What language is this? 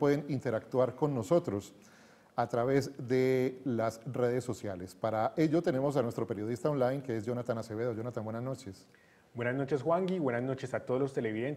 Spanish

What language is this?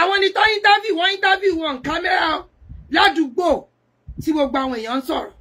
Yoruba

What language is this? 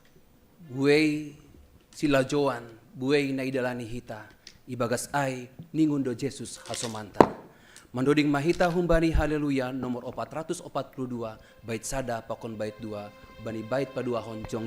Batak Simalungun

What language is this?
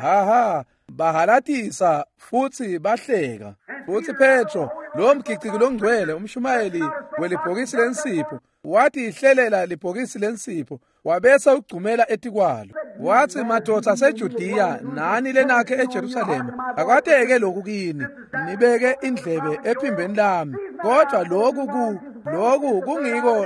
Swati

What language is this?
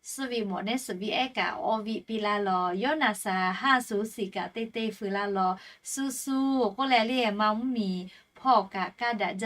Lahu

